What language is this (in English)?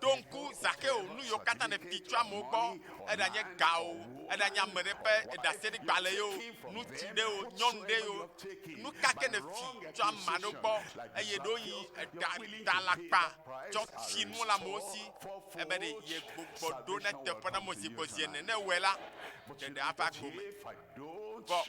Ewe